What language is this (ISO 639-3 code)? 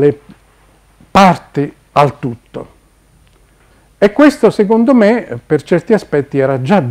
ita